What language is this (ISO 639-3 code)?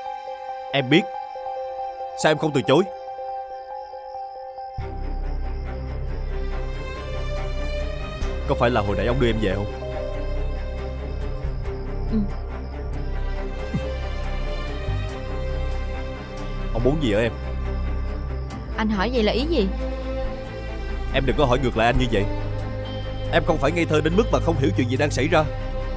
vie